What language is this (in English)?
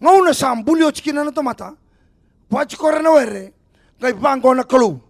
Fijian